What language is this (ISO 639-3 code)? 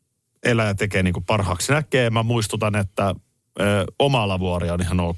fin